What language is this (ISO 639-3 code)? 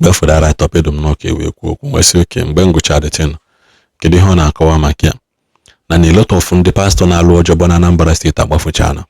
ibo